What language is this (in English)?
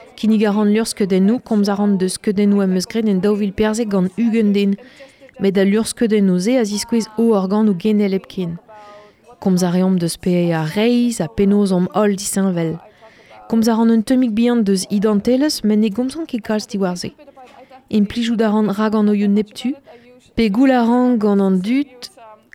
Breton